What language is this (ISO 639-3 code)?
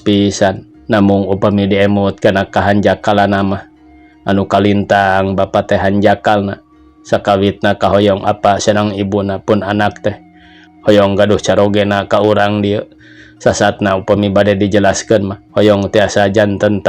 sun